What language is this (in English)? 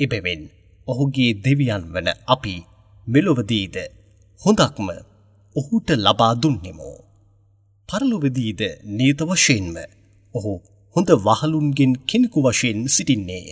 Sinhala